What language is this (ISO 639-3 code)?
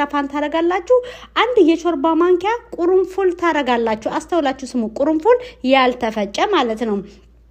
amh